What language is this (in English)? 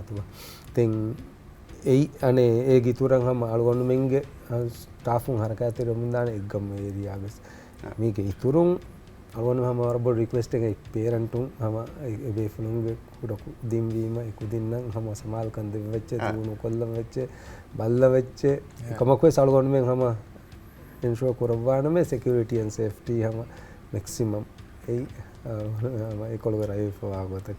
Divehi